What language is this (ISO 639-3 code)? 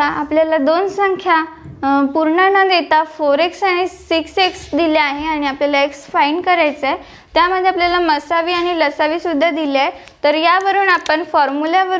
mar